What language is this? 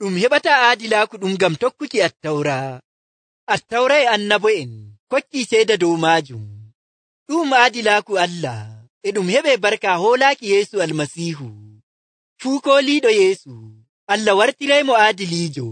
Nigerian Fulfulde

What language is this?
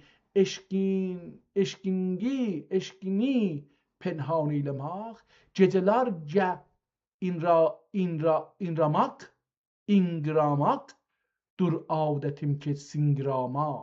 South Azerbaijani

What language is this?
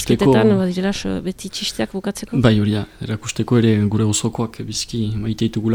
Basque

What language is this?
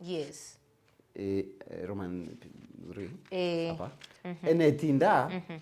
Meru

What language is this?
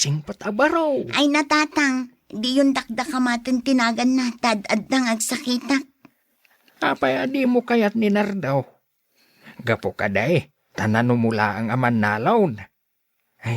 Iloko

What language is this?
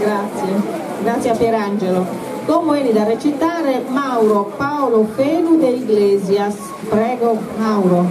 Sardinian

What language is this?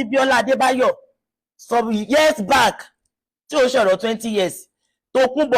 Yoruba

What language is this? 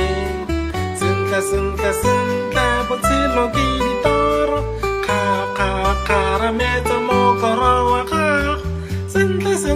Tswana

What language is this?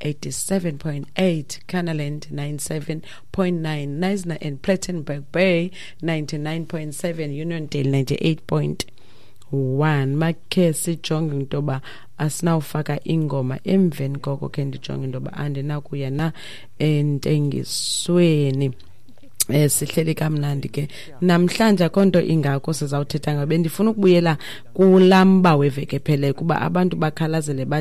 Xhosa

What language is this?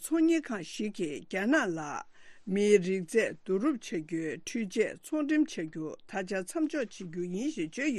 Tibetan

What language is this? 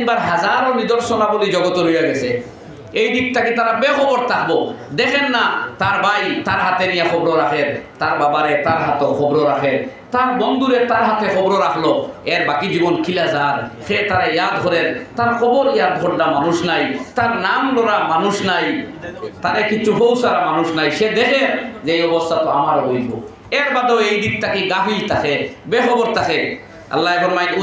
Sylheti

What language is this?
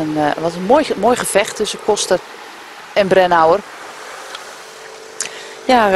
Dutch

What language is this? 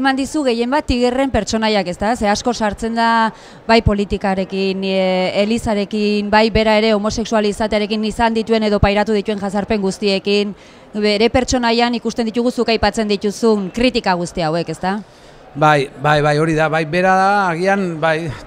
Basque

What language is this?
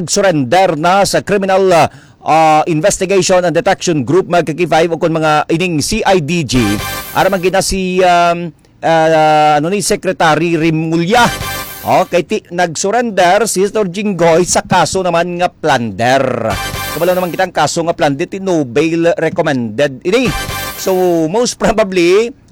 Hiligaynon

